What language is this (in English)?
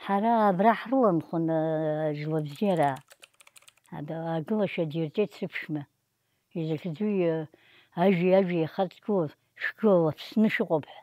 Abkhazian